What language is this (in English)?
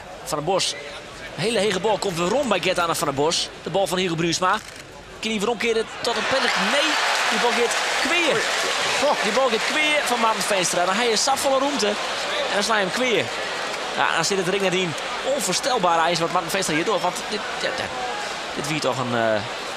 Western Frisian